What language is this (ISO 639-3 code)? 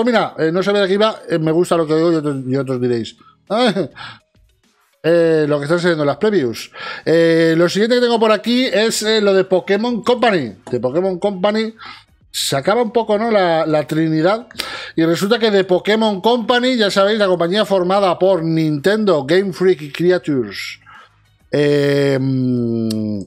spa